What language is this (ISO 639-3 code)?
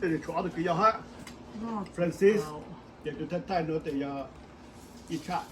hmn